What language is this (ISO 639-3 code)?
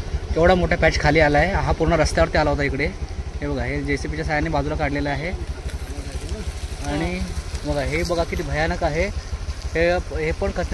mar